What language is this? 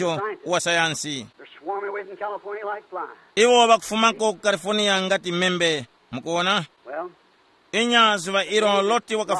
Tumbuka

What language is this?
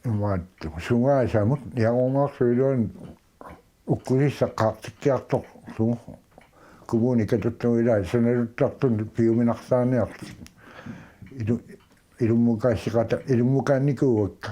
Kalaallisut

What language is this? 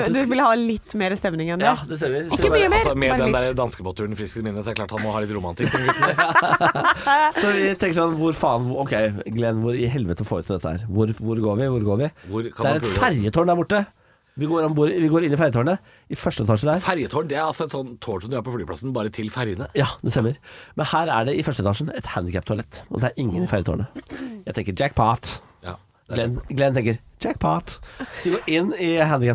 Norwegian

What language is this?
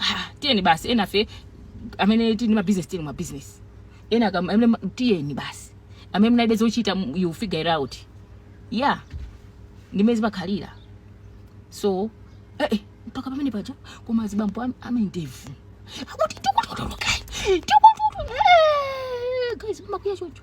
Nyanja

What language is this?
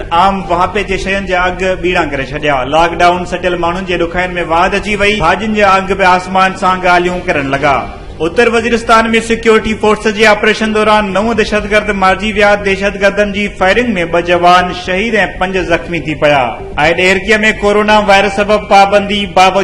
Sindhi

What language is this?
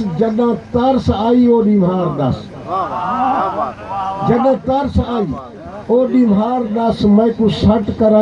Saraiki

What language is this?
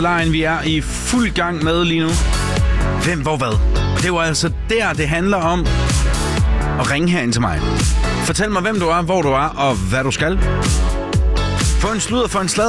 Danish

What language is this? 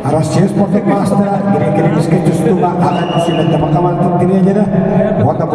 Yakut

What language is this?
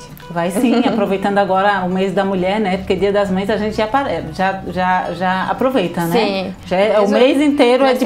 Portuguese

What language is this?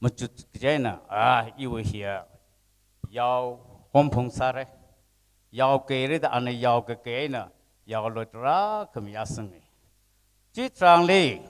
Tangkhul Naga (India)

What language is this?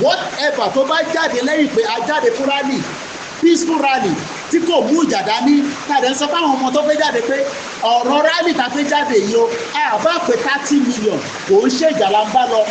Yoruba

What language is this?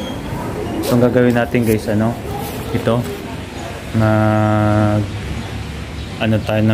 Filipino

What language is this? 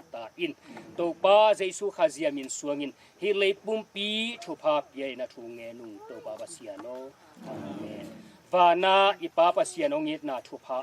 Tedim Chin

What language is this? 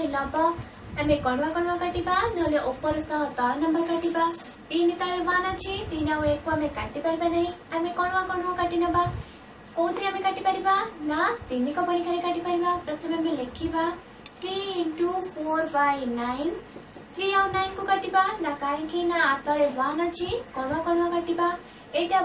Odia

